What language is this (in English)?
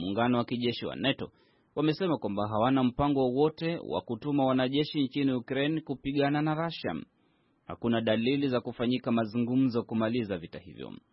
Swahili